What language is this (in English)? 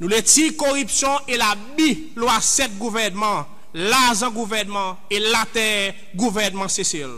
Seselwa Creole French